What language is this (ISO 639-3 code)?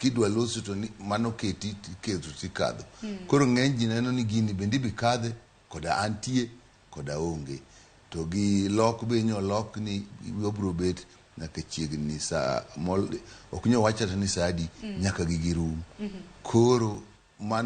luo